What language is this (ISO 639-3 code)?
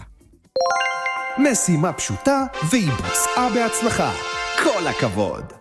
heb